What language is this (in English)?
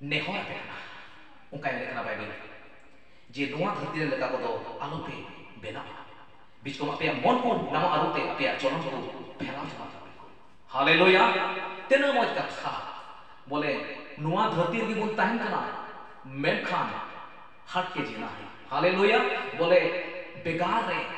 Santali